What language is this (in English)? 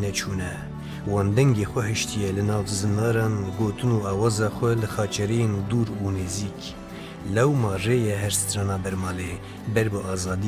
Kurdish